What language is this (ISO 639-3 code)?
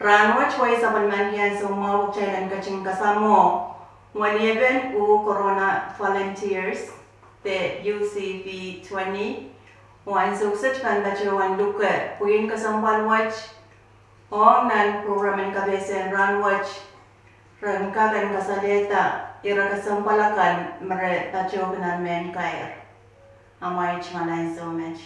pon